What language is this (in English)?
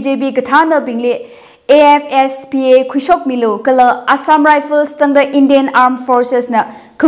Tangkhul Naga (India)